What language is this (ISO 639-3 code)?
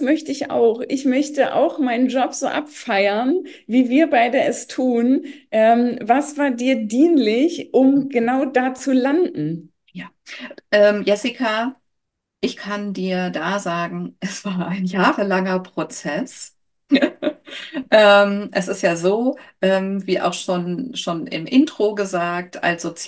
deu